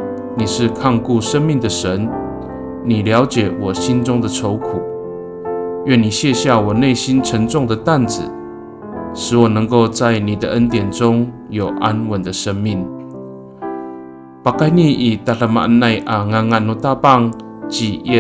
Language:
Amis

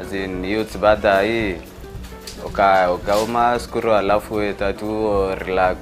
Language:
Meru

